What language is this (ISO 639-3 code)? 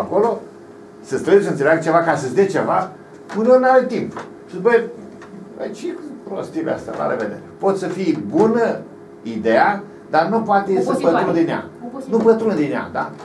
ron